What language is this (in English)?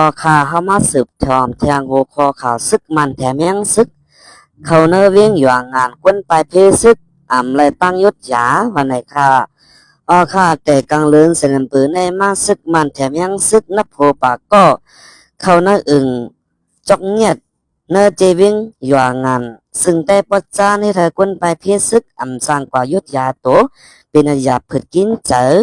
Shan